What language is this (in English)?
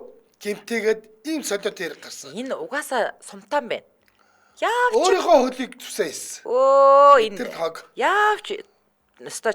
Mongolian